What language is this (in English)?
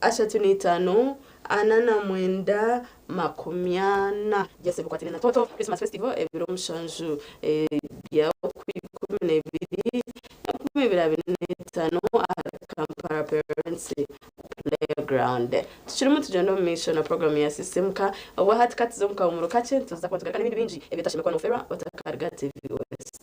Nyankole